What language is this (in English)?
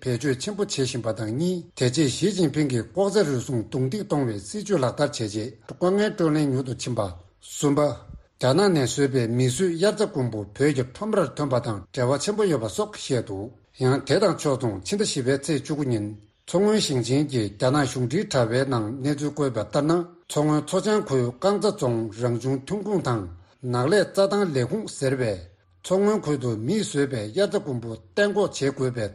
Tibetan